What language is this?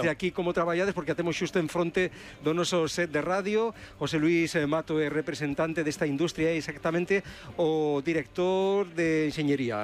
Galician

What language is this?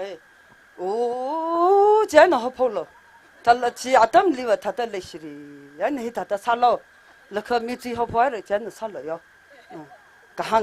Tangkhul Naga (India)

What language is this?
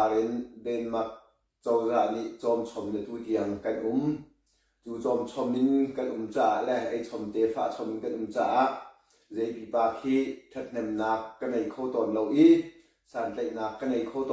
Hakha Chin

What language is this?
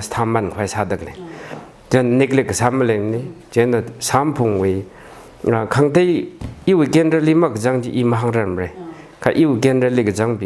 Tangkhul Naga (India)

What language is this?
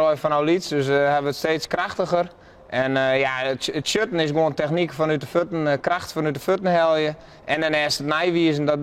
Western Frisian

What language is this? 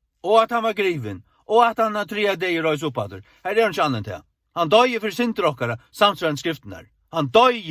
Faroese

